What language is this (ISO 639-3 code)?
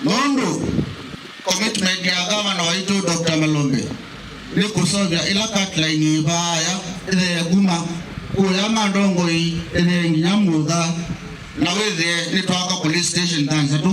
kam